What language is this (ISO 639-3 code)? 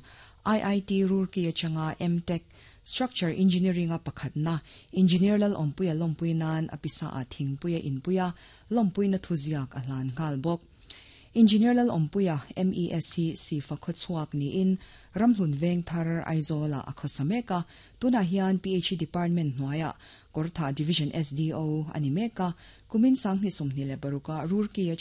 lus